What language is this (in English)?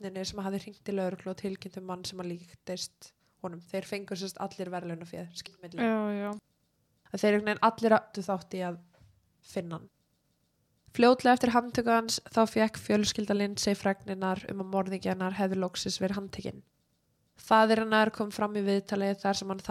Icelandic